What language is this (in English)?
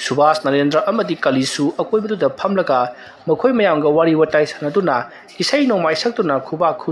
Manipuri